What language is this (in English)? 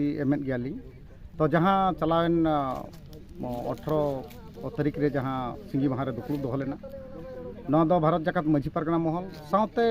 Santali